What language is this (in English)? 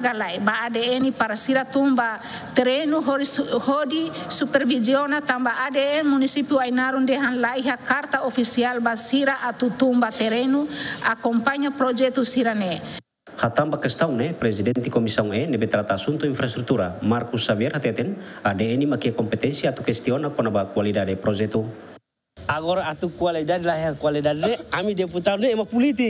Tetum